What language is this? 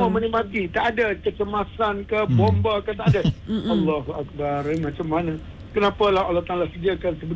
Malay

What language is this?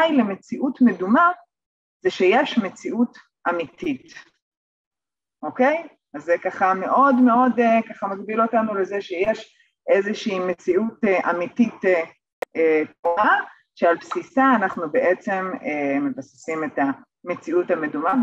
Hebrew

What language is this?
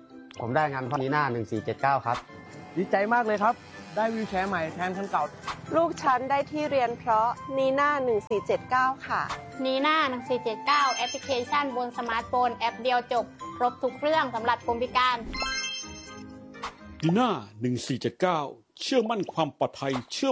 Thai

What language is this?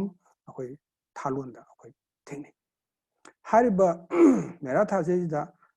Manipuri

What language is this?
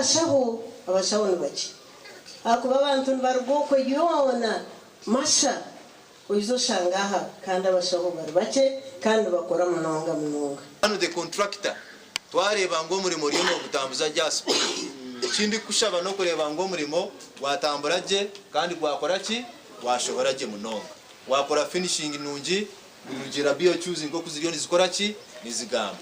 Nyankole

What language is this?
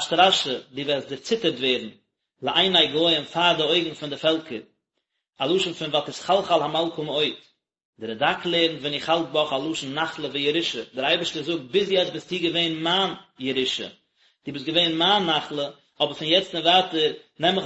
Yiddish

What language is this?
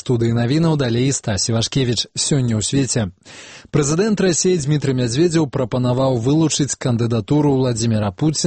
Belarusian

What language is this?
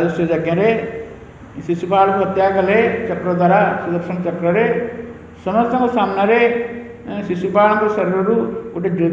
Odia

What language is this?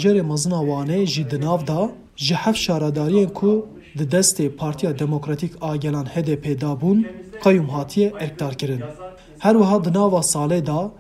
Kurdish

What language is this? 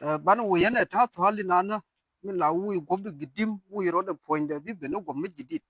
Nuer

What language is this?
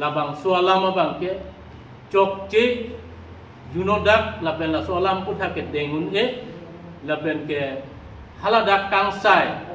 Karbi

